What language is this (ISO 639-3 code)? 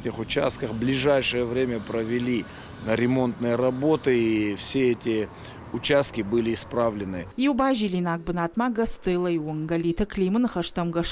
oss